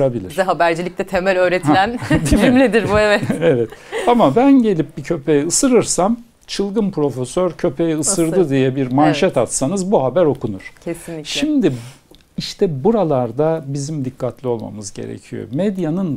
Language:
Turkish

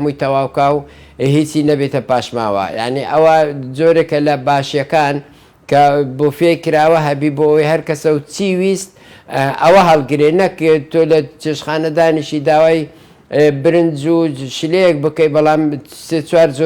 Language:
Central Kurdish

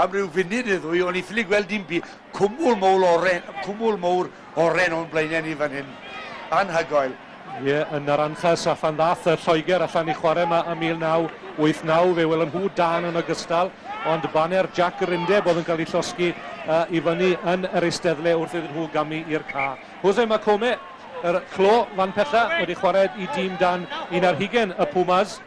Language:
Welsh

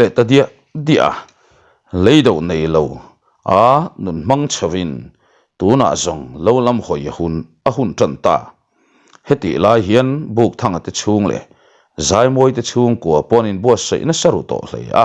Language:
Mizo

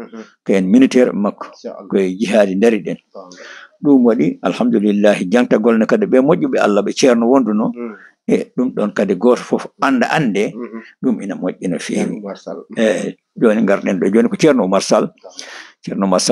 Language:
Fula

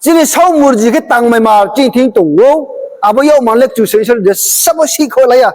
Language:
Riang (India)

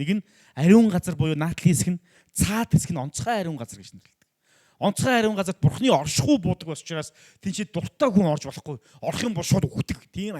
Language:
Mongolian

